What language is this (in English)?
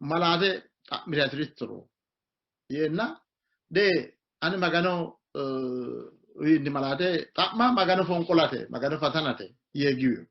Sidamo